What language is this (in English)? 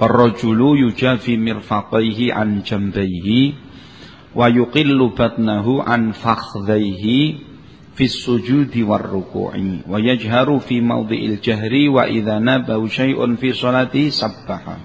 Javanese